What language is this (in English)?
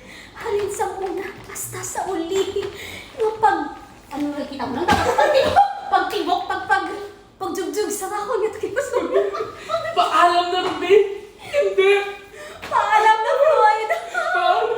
Hiligaynon